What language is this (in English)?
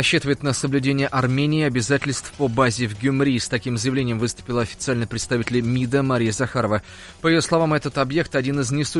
Russian